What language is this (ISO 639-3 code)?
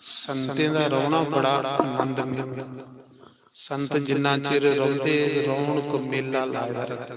doi